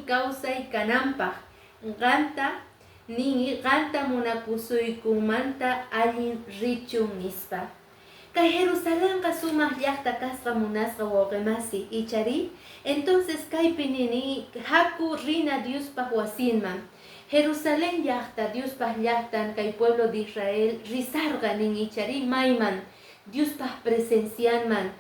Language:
Quechua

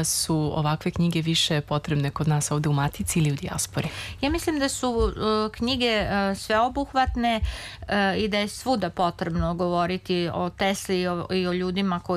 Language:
Serbian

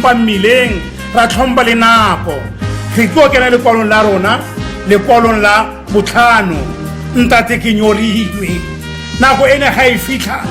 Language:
Tswana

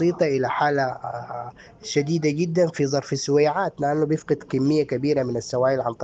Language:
Sudanese Arabic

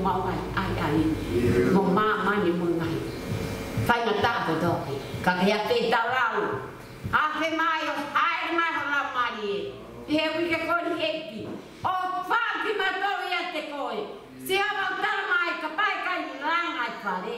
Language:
Tongan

